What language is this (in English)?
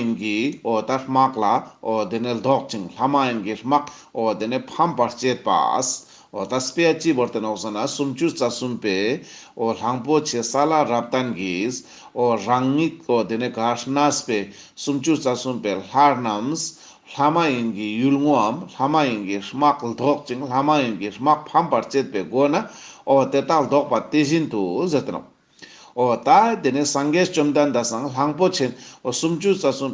Ladakhi